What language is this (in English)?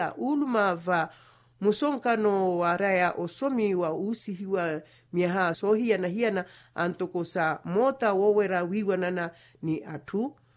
Makhuwa